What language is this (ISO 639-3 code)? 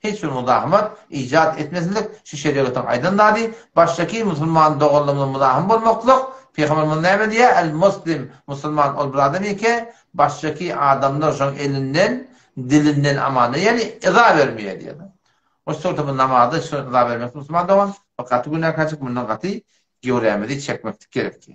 tuk